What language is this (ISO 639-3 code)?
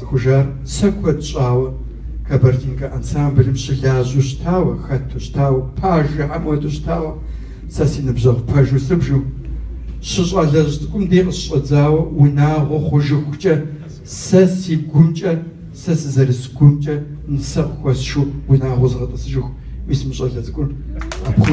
kbd